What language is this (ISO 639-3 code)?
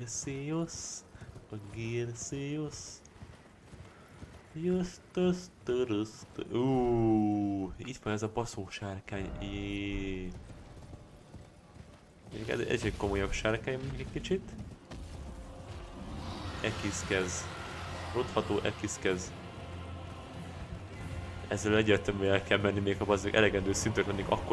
hun